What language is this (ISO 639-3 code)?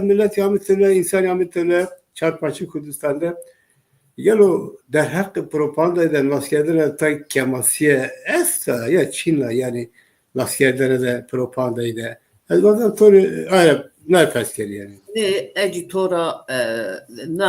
zza